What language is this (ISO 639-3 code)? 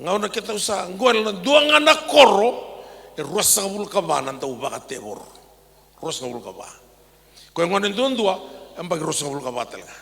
fij